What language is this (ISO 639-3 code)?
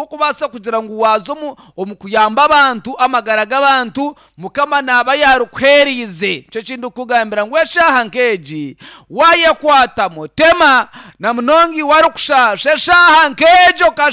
nyn